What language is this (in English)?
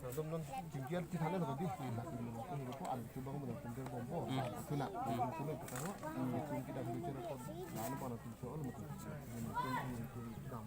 Karbi